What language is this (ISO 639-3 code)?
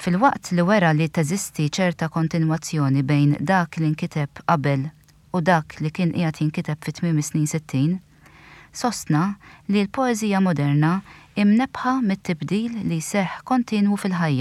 mlt